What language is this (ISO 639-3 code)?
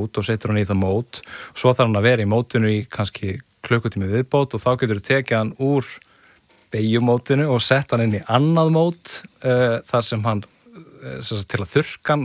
isl